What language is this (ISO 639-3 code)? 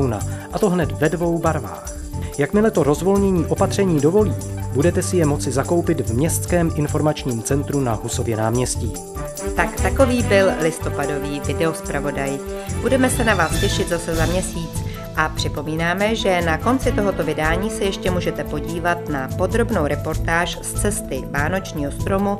ces